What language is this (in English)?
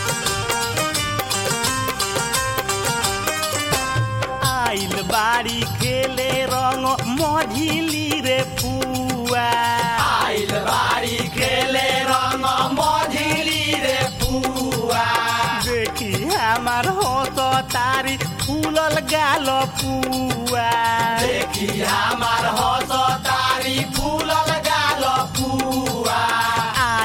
Bhojpuri